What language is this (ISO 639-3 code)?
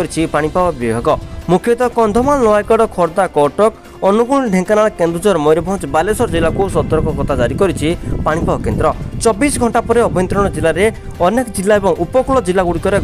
ori